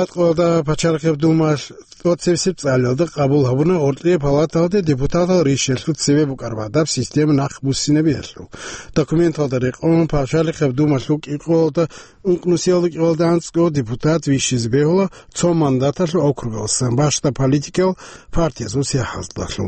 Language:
Avaric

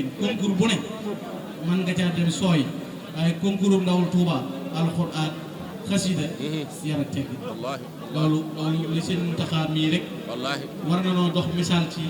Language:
Wolof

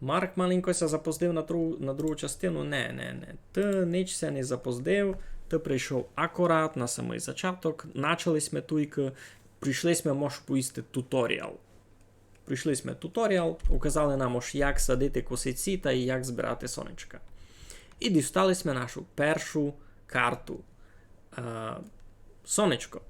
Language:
Rusyn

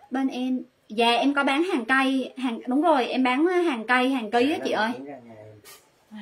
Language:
Vietnamese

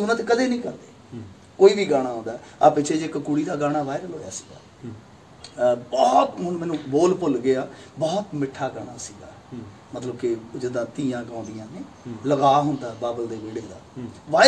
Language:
Punjabi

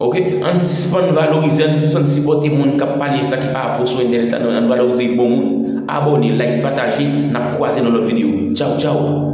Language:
Haitian Creole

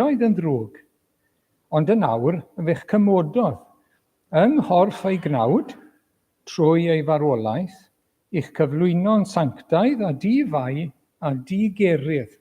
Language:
Welsh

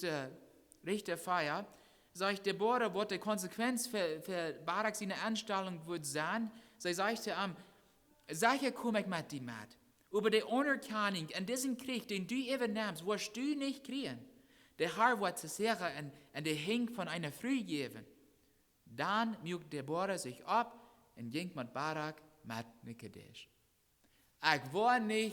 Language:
Plautdietsch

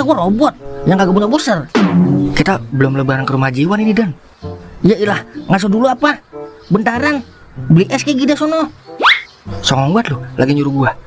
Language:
Betawi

